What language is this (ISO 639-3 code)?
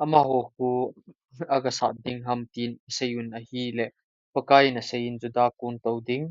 tcz